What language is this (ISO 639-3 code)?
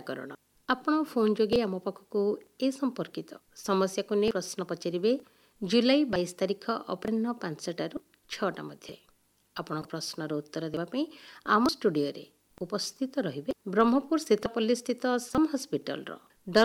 ori